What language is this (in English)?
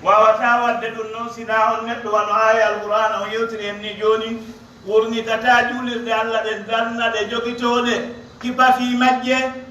Pular